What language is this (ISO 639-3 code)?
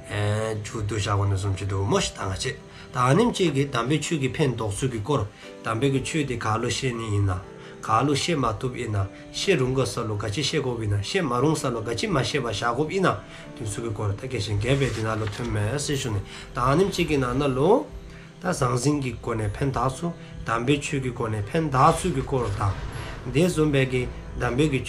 dzo